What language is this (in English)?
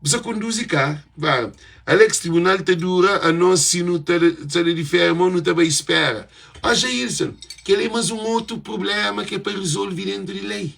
Kabuverdianu